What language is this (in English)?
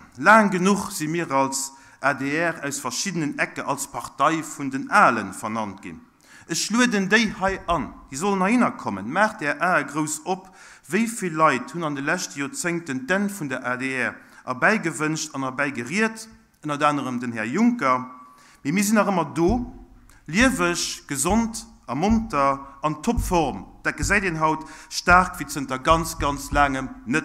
Luxembourgish